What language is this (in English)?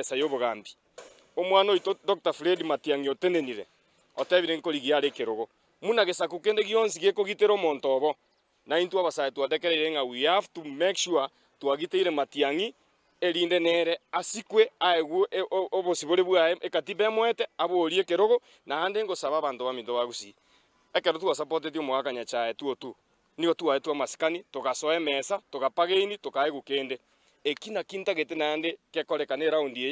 Gusii